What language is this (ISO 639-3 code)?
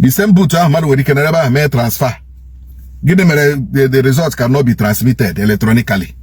ibo